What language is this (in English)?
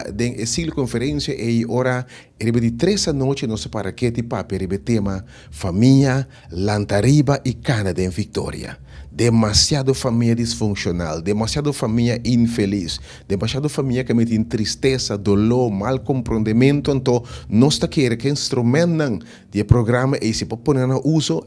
Papiamento